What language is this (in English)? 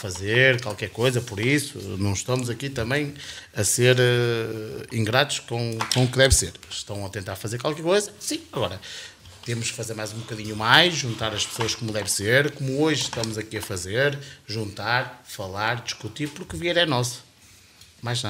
Portuguese